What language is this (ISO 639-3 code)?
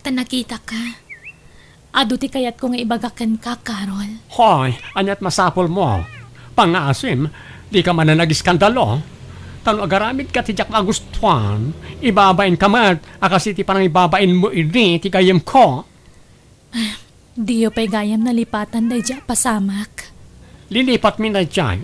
ilo